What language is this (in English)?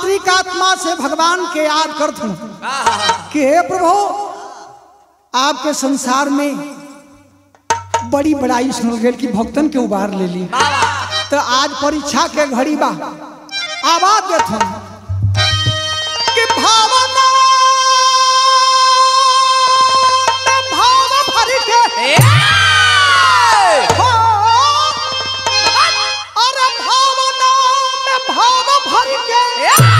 Bhojpuri